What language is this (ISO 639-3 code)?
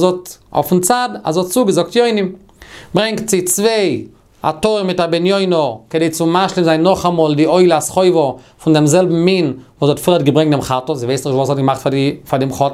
yid